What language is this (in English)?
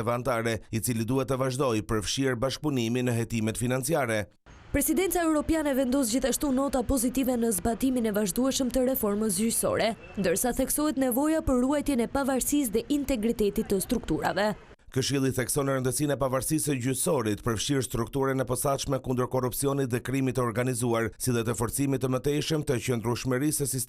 Albanian